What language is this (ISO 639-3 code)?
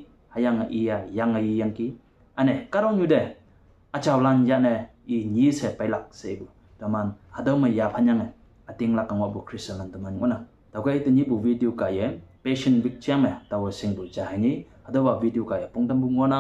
nbe